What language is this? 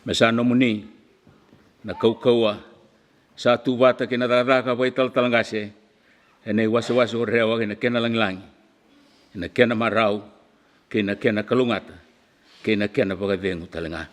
Fijian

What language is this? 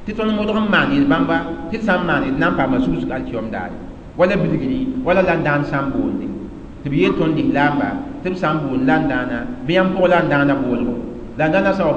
Mossi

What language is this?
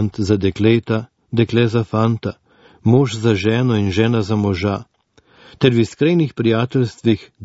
Slovenian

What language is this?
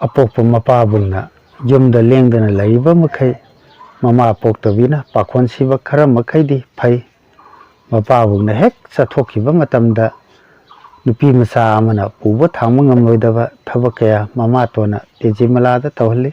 Manipuri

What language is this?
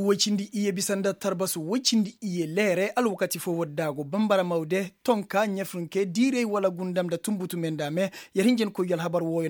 Koyraboro Senni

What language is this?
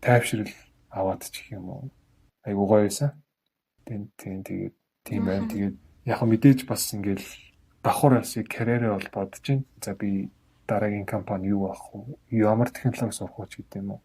Mongolian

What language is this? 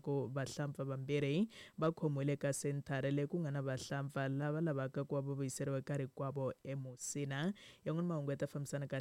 Tsonga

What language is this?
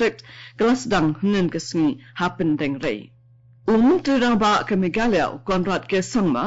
Khasi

